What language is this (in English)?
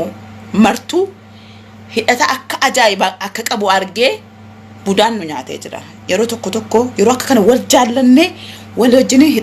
Oromo